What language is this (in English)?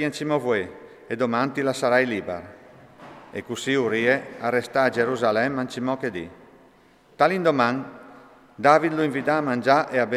Friulian